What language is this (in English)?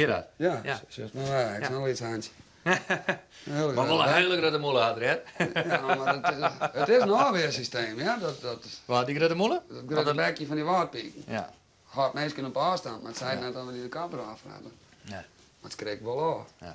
Western Frisian